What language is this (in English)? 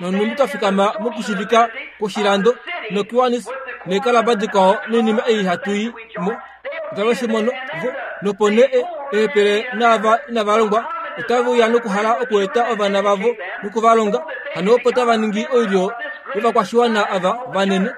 Kuanyama